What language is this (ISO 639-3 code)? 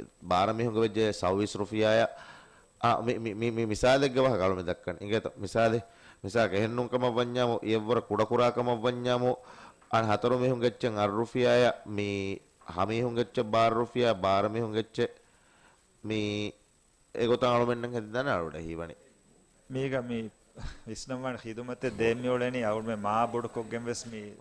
div